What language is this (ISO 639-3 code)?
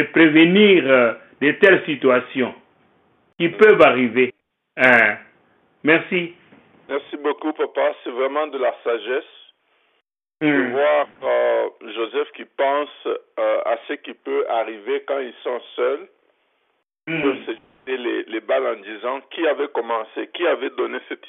fra